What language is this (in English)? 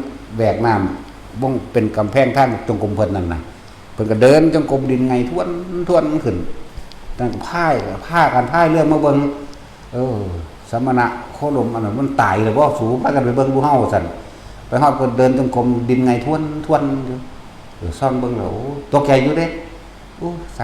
Northeastern Thai